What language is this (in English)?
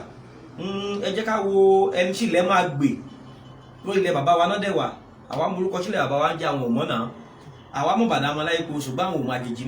Yoruba